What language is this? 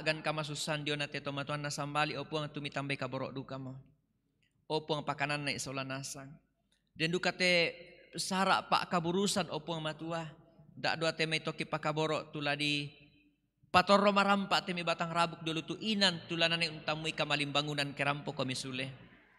Toraja-Sa'dan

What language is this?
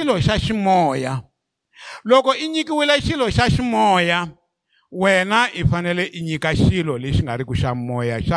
Tsonga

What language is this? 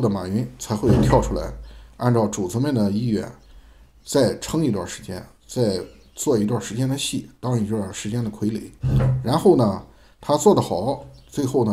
Chinese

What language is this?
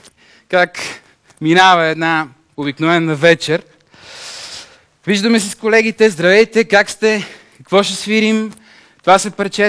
Bulgarian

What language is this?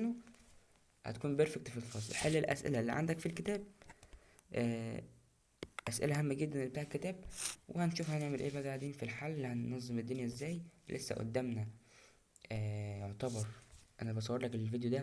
Egyptian Arabic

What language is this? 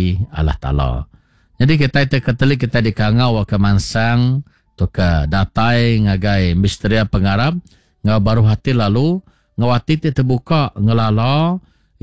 Iban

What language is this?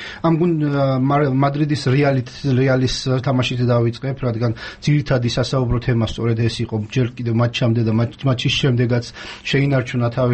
Georgian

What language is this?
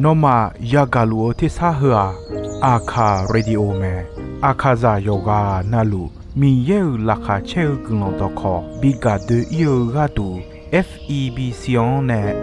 Akha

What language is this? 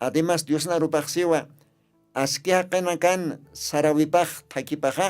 Aymara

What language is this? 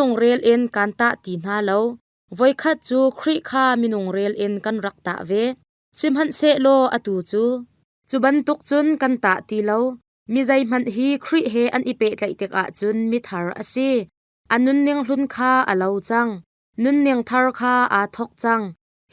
Hakha Chin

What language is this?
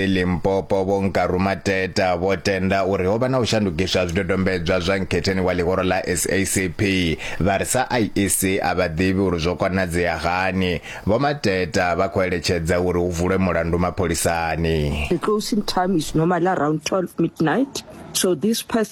Venda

